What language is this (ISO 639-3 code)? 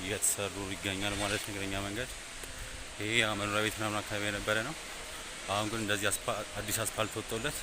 amh